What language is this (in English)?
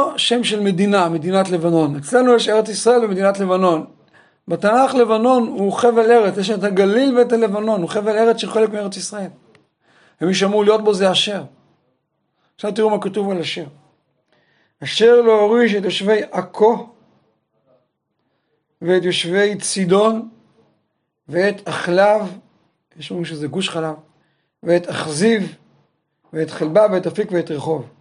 Hebrew